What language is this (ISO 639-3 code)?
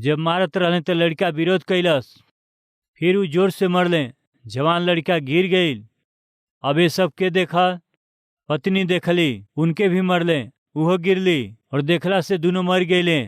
bho